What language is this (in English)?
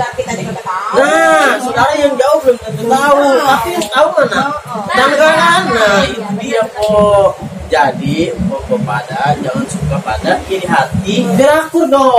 Betawi